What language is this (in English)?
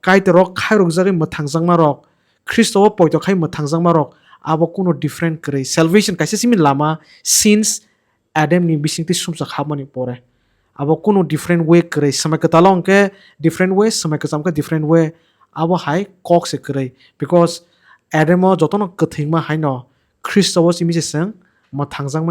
Kok Borok